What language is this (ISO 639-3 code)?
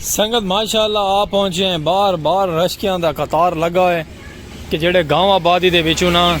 skr